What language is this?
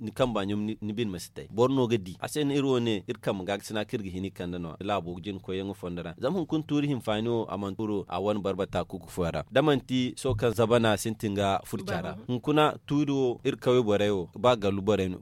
Zarma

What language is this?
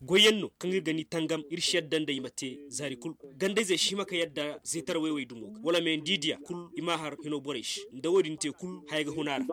Koyraboro Senni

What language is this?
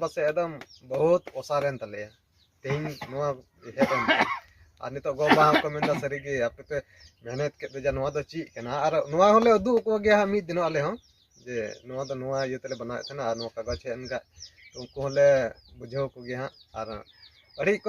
Santali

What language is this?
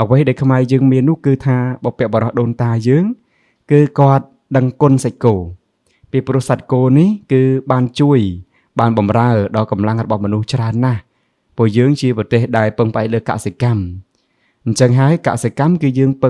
Khmer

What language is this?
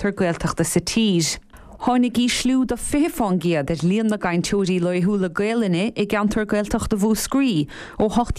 Irish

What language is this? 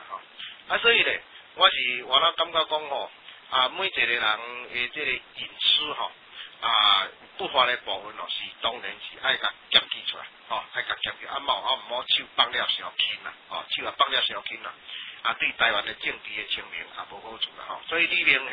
Min Nan Chinese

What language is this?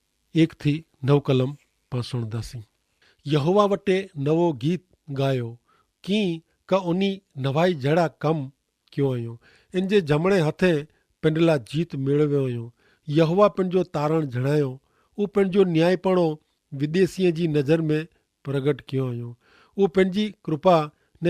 Kachhi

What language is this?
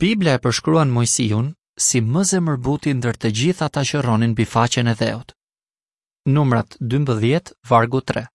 Albanian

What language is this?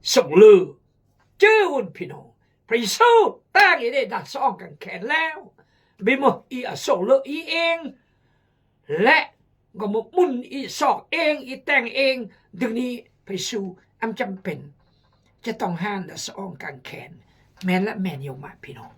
Khmu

